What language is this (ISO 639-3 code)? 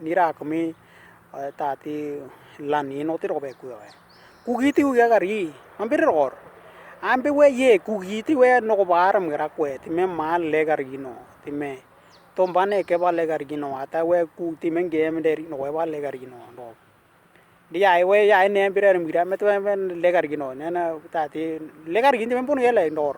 dnw